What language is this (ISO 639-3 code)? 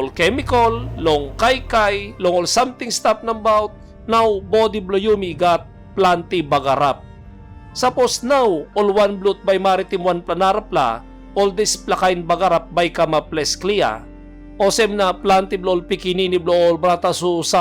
tpi